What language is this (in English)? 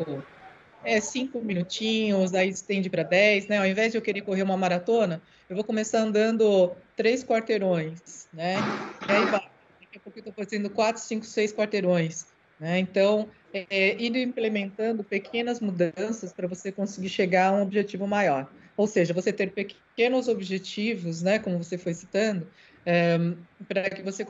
Portuguese